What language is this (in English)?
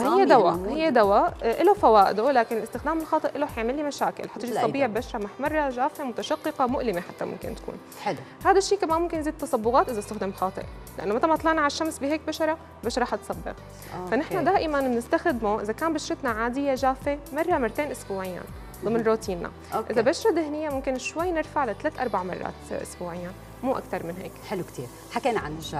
North Levantine Arabic